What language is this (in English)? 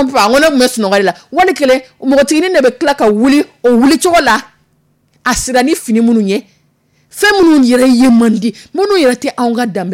Dyula